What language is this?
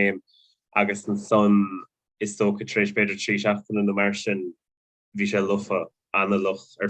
Irish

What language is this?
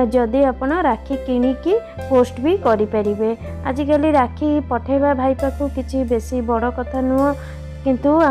Odia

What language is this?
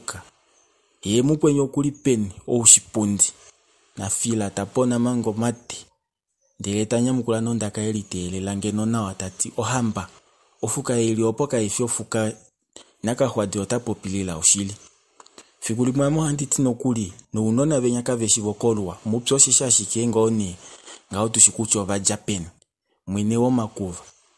Kuanyama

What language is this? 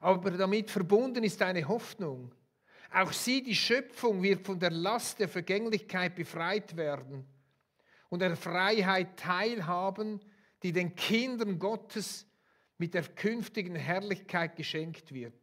Swiss German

